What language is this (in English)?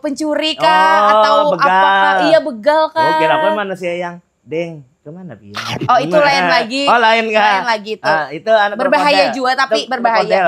Banjar